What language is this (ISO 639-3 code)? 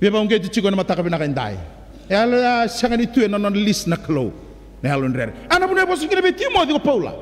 fij